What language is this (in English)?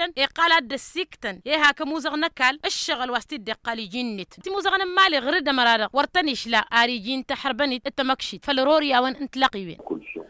Tamasheq